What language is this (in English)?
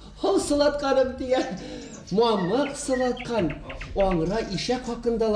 Bashkir